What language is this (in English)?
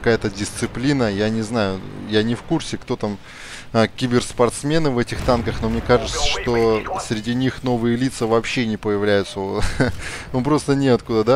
Russian